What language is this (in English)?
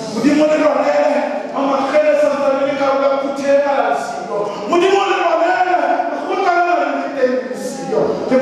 Southern Sotho